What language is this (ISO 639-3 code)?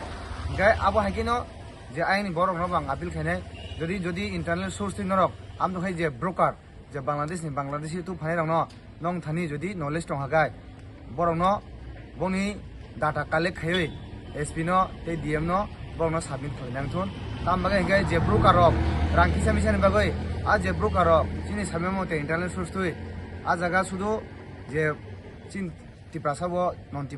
trp